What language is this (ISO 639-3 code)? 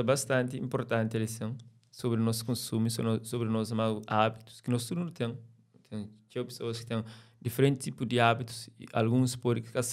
kea